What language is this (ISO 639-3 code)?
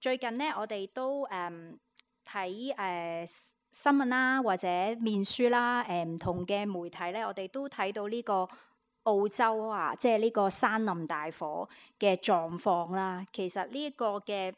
yue